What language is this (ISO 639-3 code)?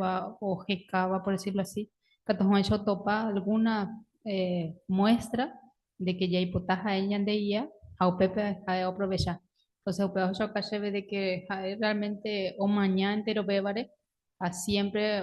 grn